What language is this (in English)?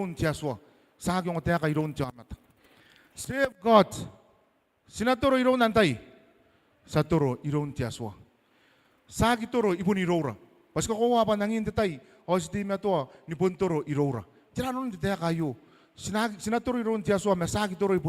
Gilbertese